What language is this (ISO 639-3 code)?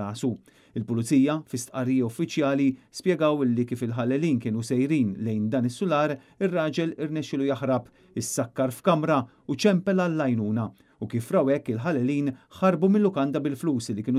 mlt